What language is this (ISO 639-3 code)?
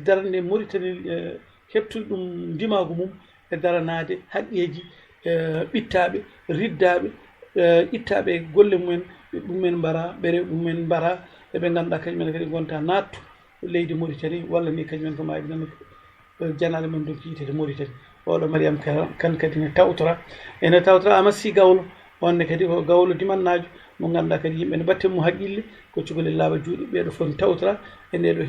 ful